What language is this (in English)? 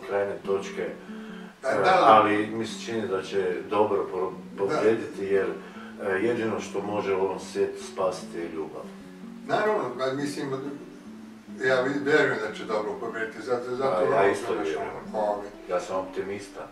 Croatian